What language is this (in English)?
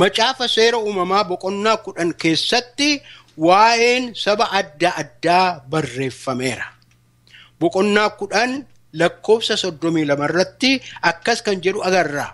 Oromo